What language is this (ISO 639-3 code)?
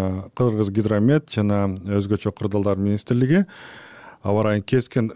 kir